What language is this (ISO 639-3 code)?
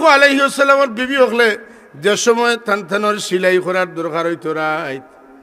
syl